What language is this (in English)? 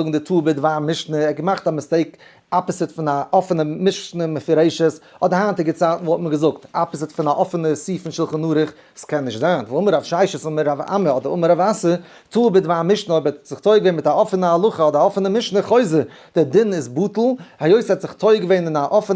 Yiddish